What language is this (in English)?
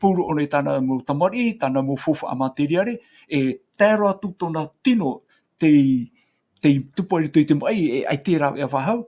Tahitian